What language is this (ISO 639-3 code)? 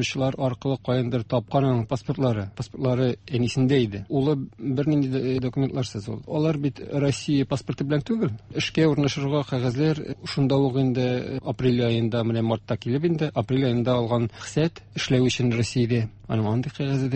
tat